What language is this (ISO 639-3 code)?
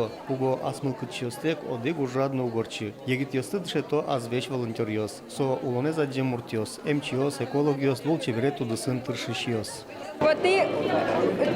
udm